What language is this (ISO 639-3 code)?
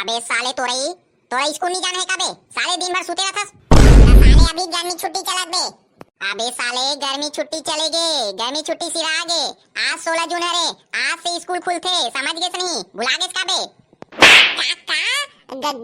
hne